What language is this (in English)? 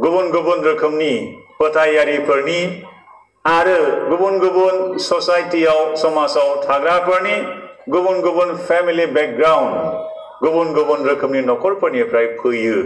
Bodo